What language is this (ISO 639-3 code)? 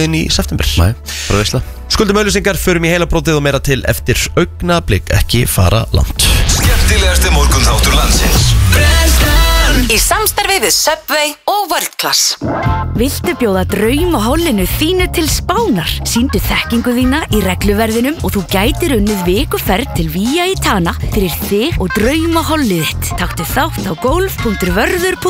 isl